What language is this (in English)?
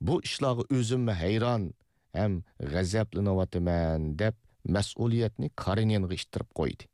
Uyghur